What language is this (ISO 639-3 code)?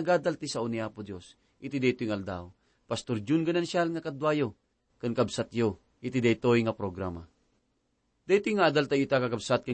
ilo